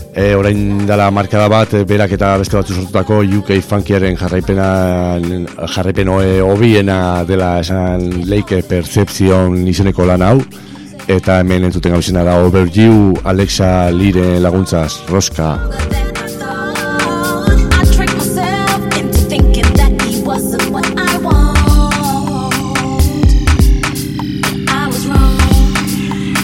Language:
Basque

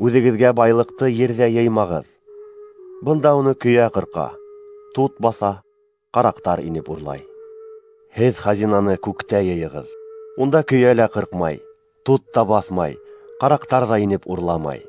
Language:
Bashkir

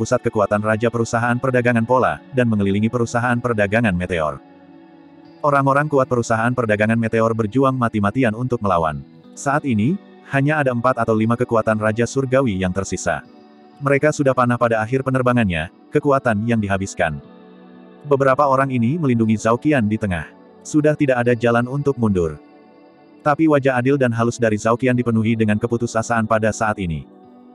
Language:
Indonesian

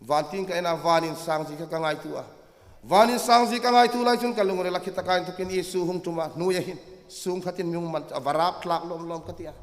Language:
Hmar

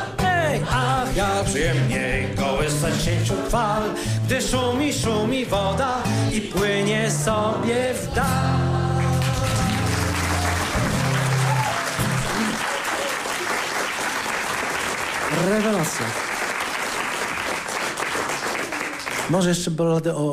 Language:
Polish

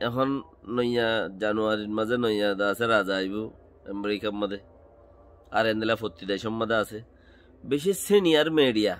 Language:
Rohingya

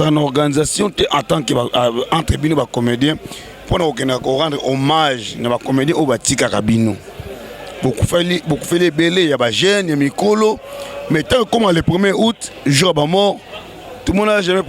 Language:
Lingala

